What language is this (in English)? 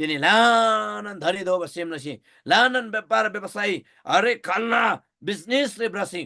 Eastern Tamang